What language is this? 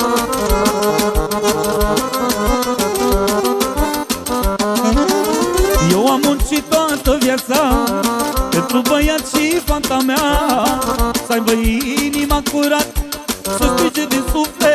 Romanian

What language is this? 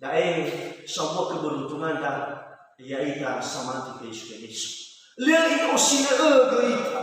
Nias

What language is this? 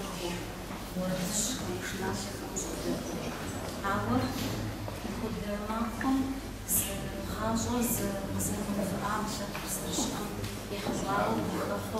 Kabardian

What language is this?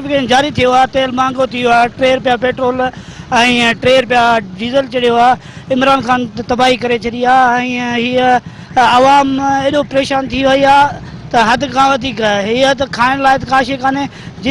Sindhi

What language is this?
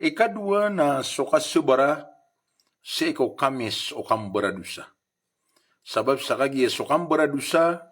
Maranao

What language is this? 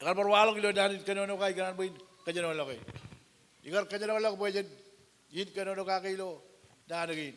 Marshallese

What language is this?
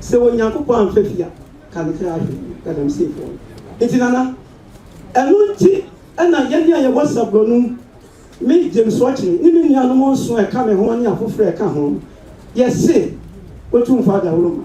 Akan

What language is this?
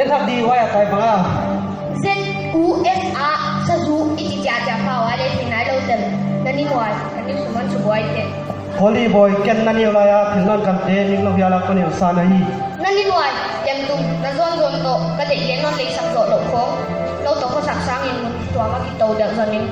Paite Chin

